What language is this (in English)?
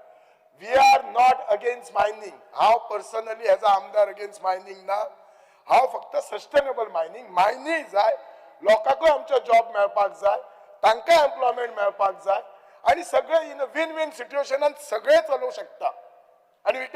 Konkani